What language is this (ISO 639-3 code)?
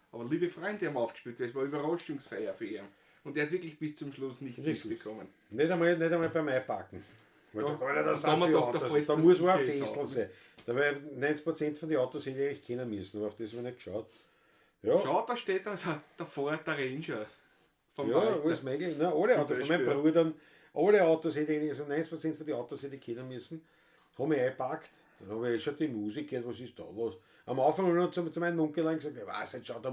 bar